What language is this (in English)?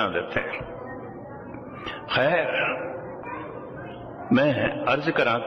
Punjabi